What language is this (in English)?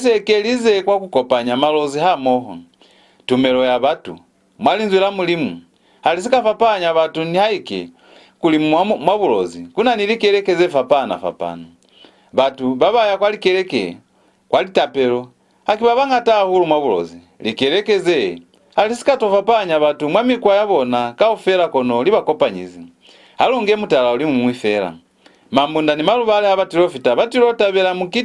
Lozi